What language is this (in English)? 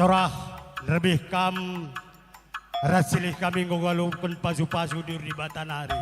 Batak Karo